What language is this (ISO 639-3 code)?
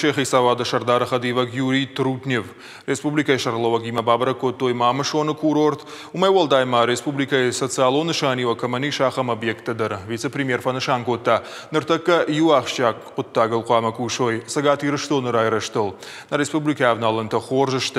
oss